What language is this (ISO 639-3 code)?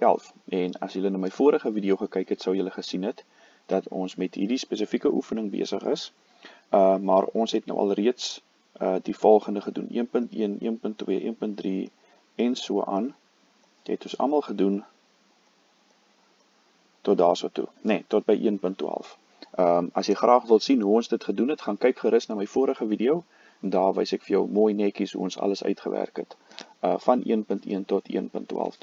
afr